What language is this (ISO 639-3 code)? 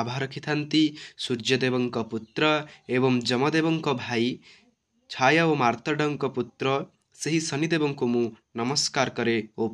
ori